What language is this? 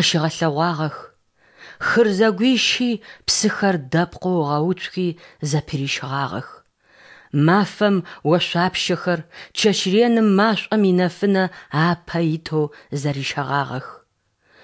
Adyghe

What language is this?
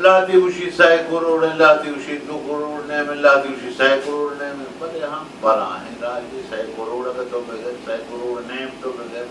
Baluchi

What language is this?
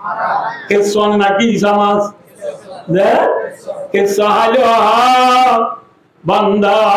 Rohingya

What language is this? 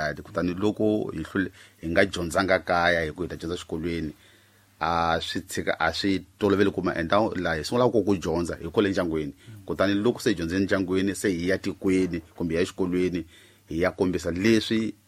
Tsonga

